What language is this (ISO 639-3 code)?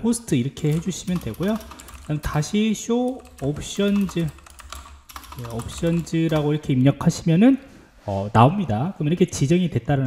kor